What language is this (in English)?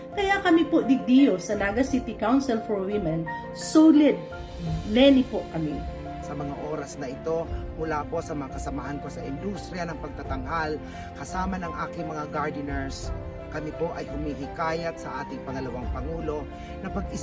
Bikol